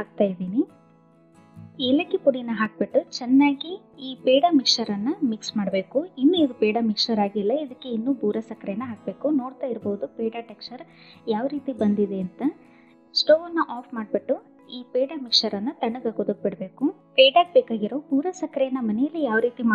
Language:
Kannada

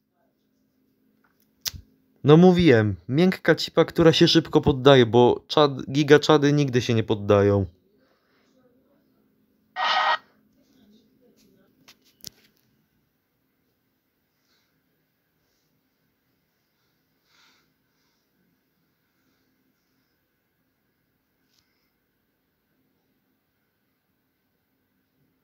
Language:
Polish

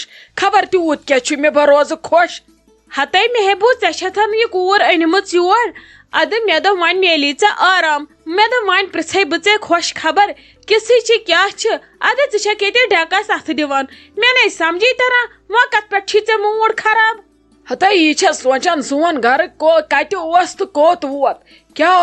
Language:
Kashmiri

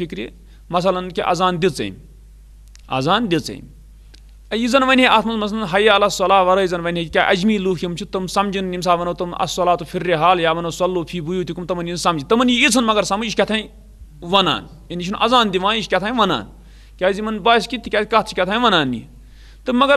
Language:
Kashmiri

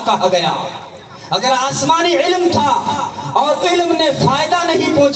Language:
Urdu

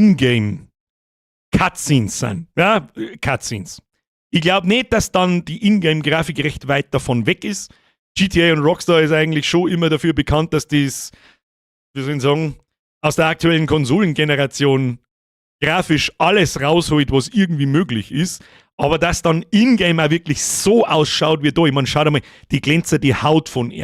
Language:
Bavarian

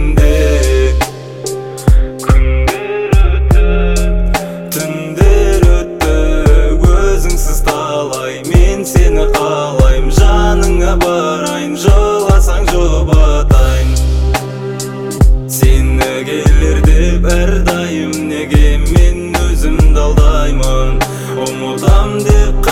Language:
Kazakh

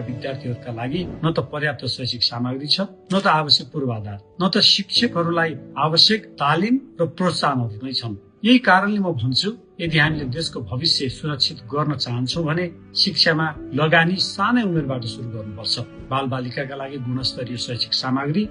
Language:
Nepali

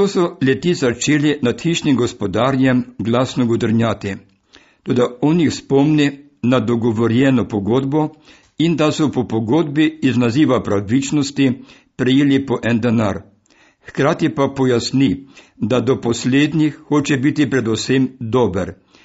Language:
Slovenian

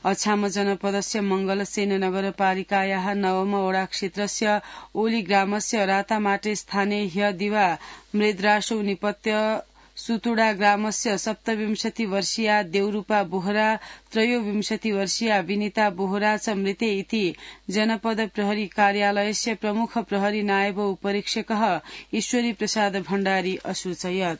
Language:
Sanskrit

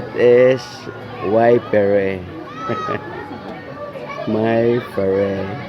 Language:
Cebuano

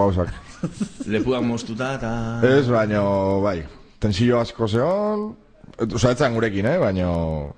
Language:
Basque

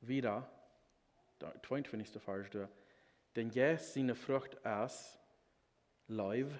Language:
Plautdietsch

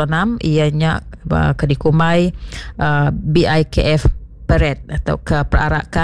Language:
Iban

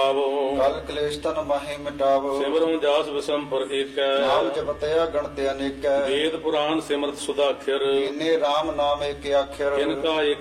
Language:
Punjabi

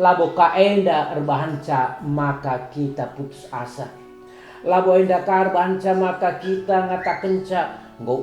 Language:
Batak Karo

